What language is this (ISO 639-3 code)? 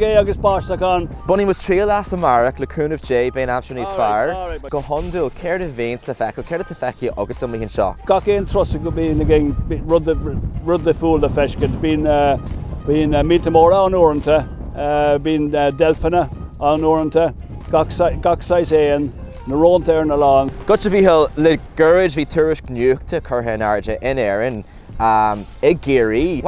gle